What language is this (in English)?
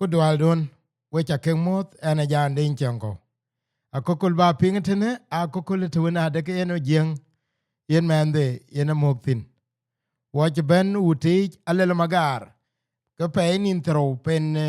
Dinka